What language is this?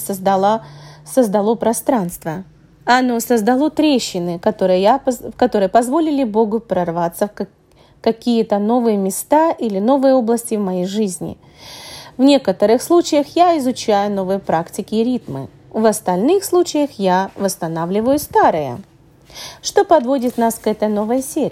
Russian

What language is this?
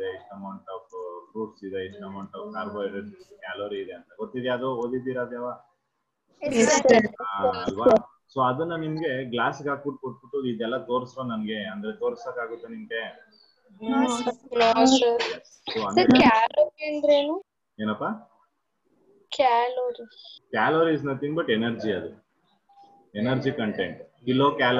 Kannada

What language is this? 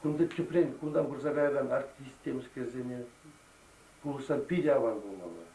Chuvash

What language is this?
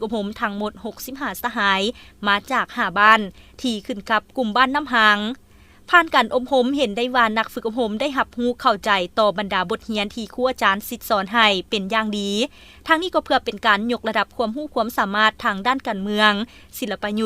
Lao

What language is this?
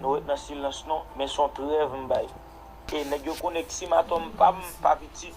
Haitian Creole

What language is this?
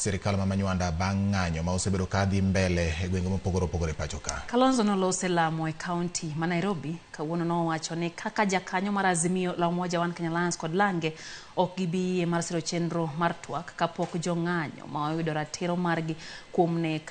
Luo (Kenya and Tanzania)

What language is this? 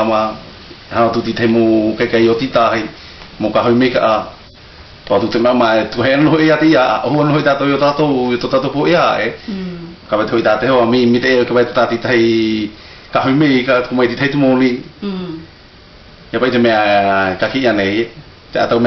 South Marquesan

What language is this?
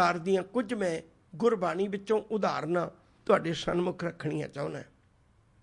Punjabi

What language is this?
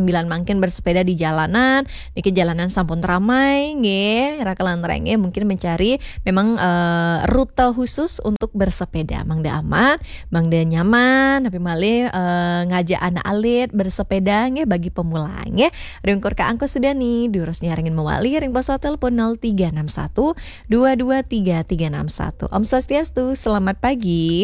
Balinese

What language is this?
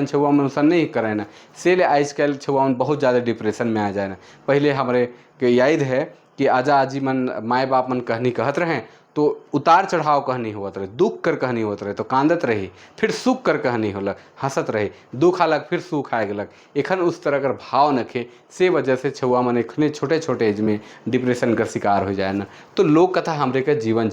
Sadri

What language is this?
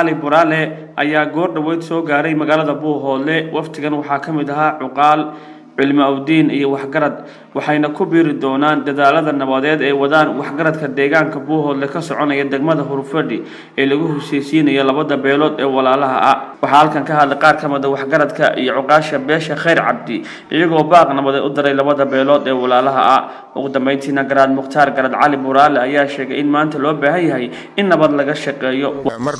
Somali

